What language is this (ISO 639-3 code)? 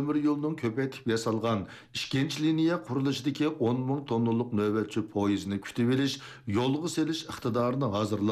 uig